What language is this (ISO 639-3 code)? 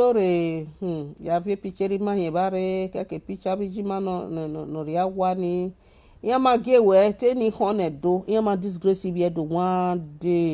pcm